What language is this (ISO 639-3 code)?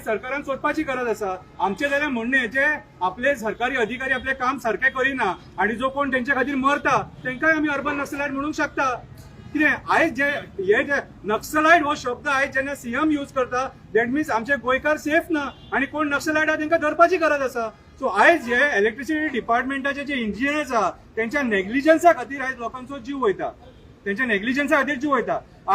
kok